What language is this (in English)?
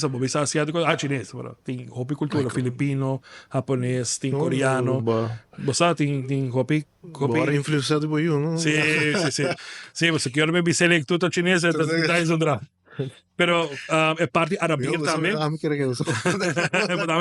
Papiamento